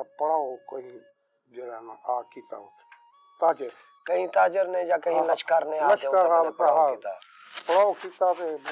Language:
Saraiki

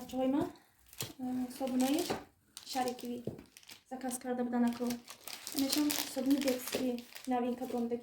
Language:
Tajik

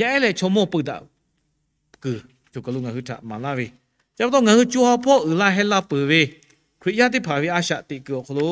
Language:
Lahu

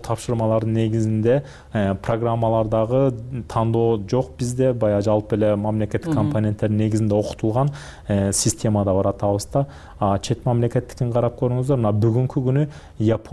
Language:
Kyrgyz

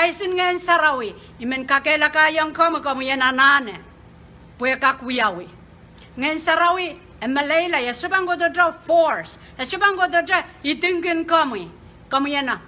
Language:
Pohnpeian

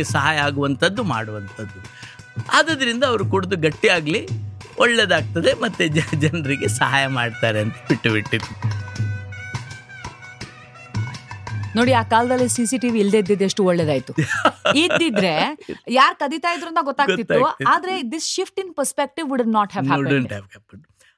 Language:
Kannada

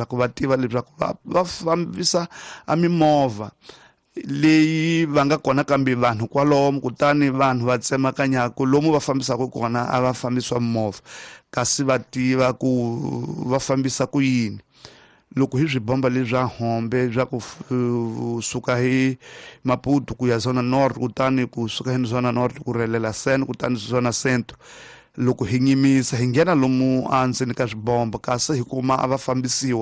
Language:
Tsonga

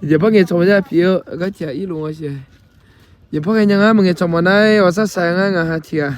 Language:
Akha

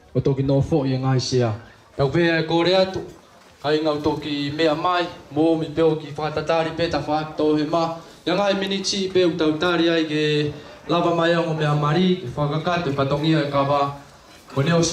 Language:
Tongan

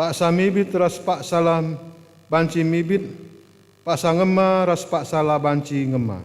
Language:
Batak Karo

